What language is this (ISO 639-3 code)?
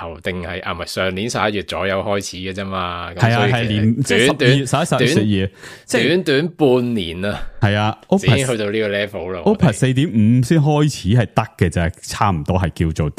yue